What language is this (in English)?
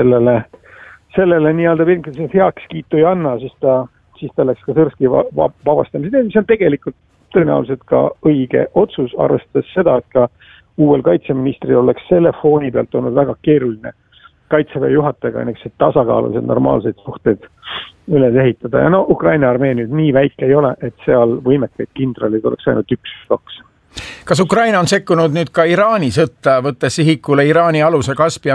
Estonian